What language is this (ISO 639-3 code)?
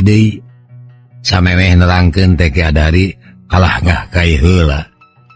sun